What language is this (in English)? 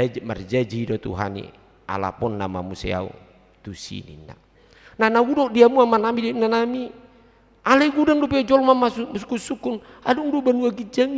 Batak Toba